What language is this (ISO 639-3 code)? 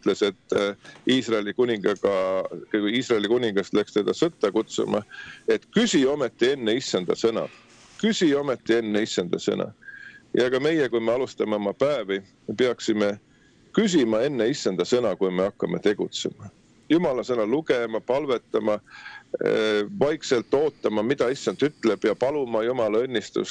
est